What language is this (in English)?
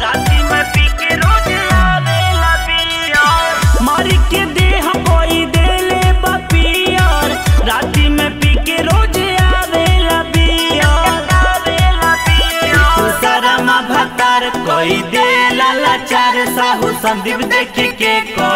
Bhojpuri